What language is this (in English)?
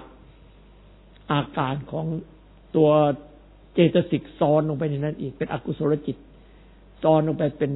Thai